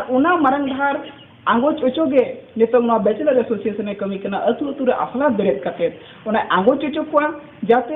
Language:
Santali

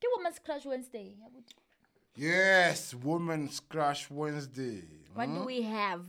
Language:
Southern Sotho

